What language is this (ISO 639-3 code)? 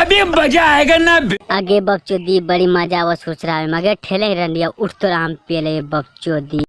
mag